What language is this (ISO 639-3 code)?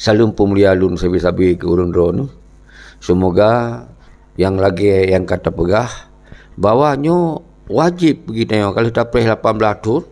ace